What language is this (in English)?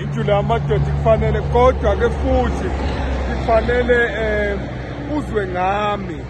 Zulu